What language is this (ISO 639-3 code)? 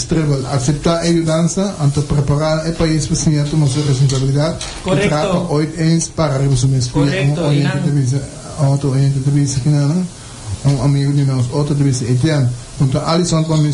pap